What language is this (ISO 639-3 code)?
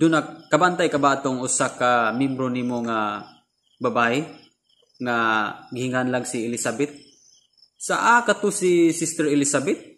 ceb